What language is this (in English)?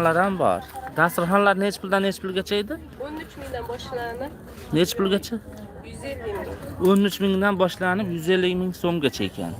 Uzbek